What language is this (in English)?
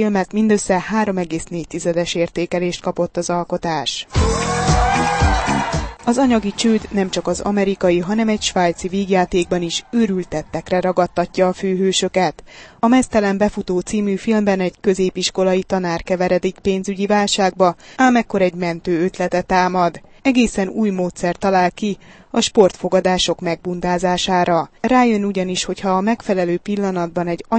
Hungarian